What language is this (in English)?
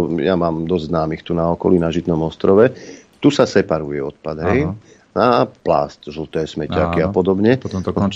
Slovak